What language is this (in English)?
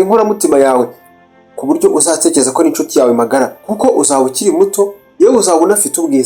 Kinyarwanda